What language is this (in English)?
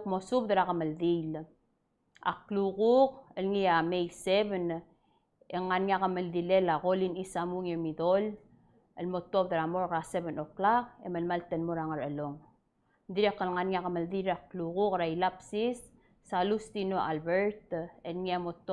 Palauan